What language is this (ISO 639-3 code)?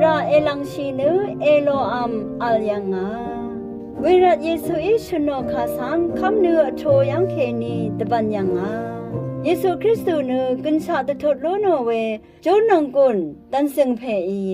raw